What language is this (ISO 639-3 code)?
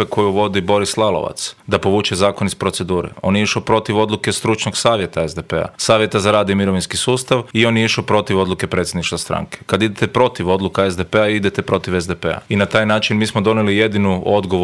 hrv